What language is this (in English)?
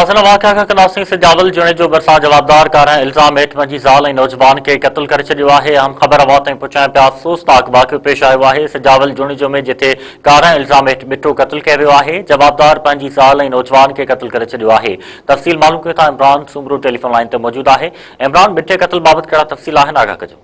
Sindhi